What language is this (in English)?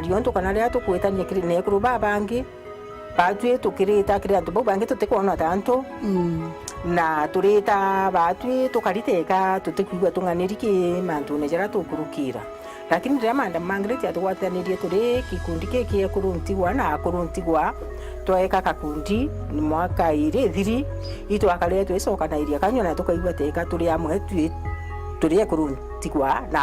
Meru